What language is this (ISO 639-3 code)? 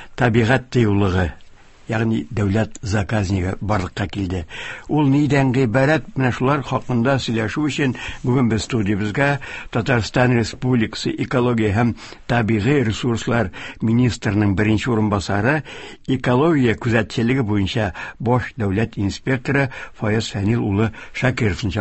tat